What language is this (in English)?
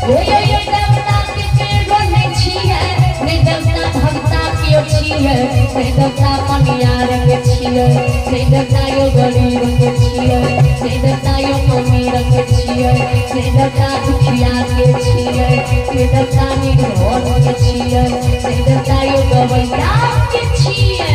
Maithili